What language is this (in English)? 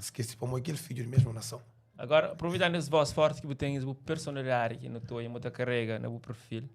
Kabuverdianu